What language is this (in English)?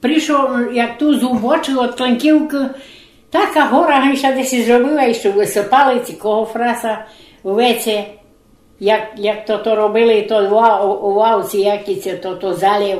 Rusyn